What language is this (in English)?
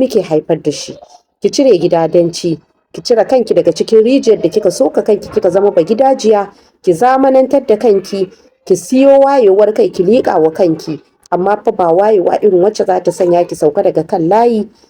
Hausa